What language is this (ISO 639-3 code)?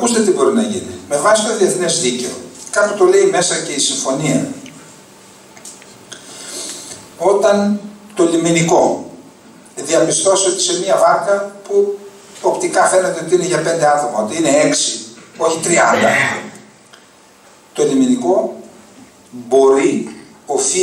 ell